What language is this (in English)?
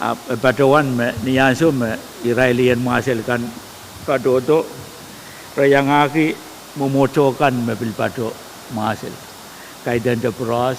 Pohnpeian